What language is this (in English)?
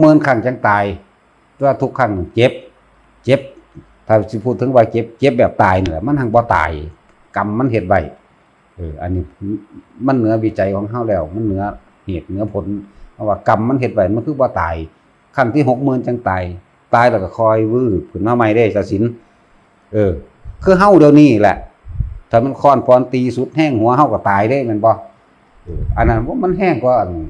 Northeastern Thai